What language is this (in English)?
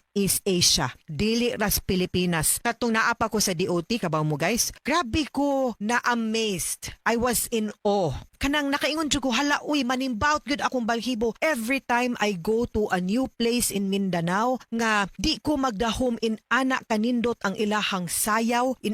Cebuano